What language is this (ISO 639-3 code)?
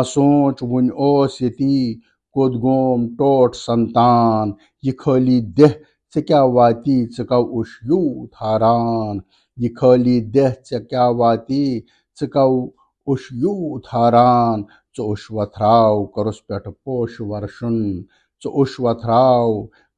kas